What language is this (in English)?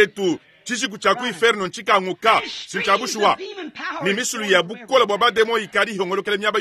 Luba-Lulua